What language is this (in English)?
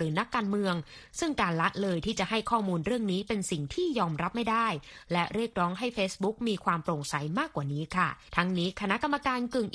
Thai